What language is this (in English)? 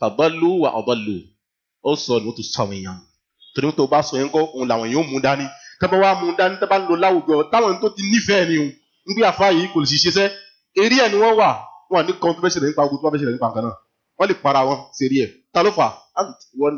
Yoruba